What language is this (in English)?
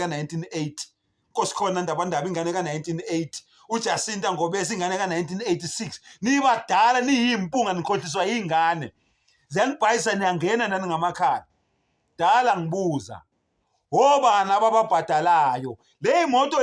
Zulu